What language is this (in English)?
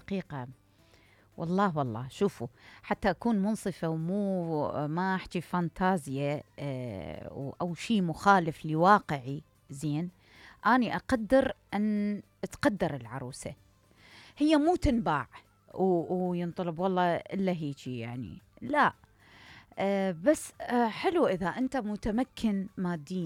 Mesopotamian Arabic